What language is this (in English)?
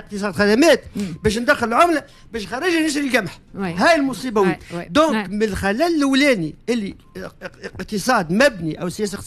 Tunisian Arabic